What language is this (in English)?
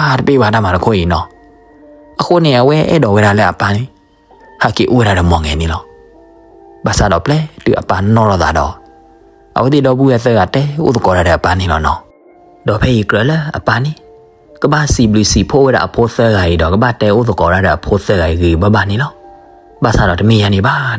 S'gaw Karen